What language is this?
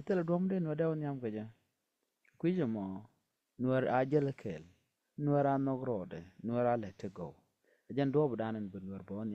Nuer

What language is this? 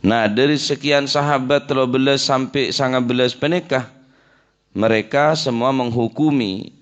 Madurese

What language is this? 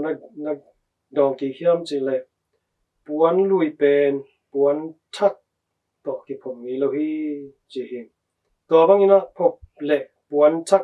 Tedim Chin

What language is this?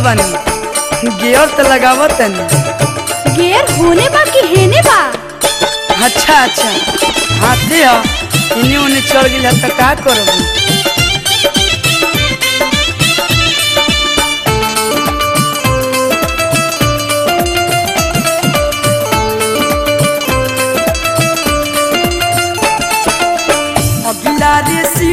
Bhojpuri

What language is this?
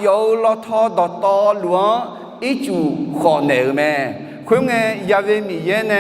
Akha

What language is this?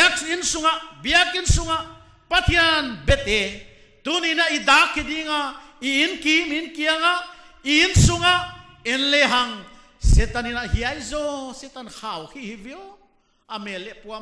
Paite Chin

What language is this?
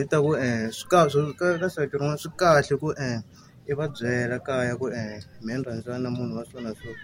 Tsonga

